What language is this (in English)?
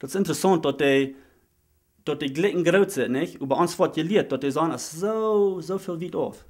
Plautdietsch